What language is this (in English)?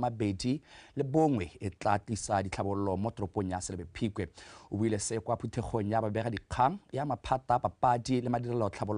Tswana